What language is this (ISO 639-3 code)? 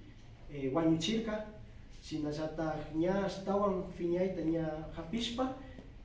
qvi